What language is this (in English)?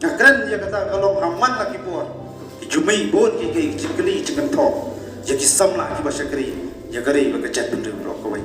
Khasi